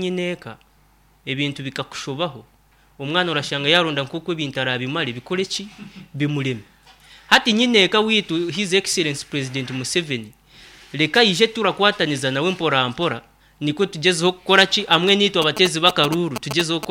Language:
Nyankole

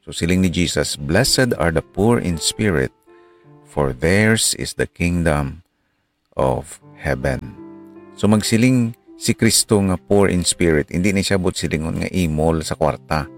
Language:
Hiligaynon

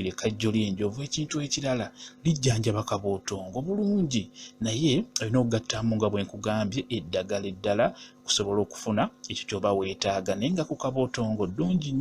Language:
Ganda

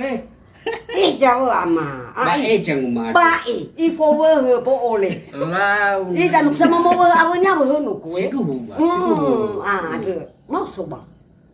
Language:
Nias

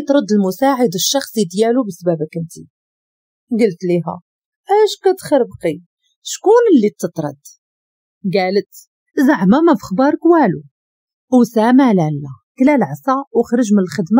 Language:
Moroccan Arabic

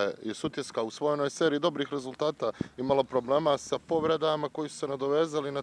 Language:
Bosnian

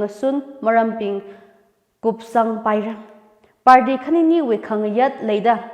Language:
Tangkhul Naga (India)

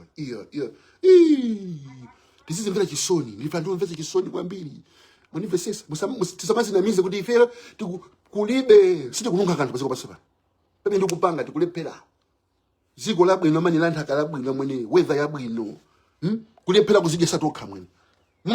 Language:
Nyanja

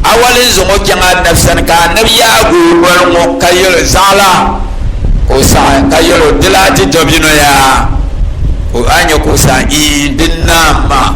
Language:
Dagbani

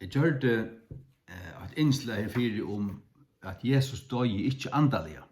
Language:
Faroese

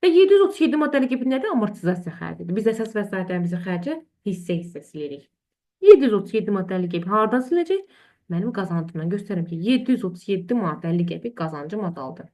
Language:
Azerbaijani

